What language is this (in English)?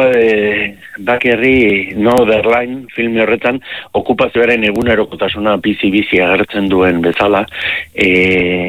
Basque